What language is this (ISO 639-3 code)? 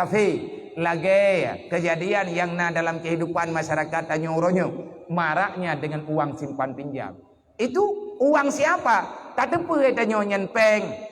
ace